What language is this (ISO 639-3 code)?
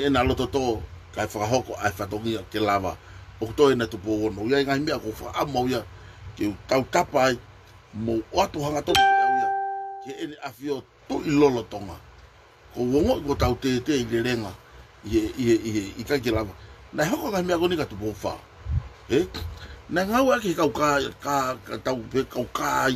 ton